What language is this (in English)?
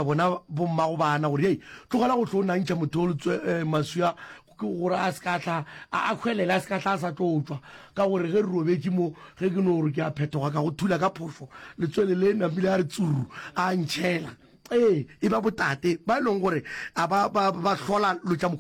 Northern Sotho